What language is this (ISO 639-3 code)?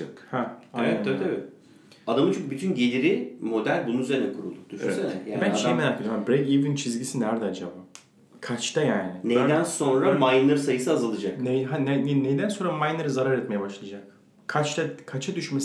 tur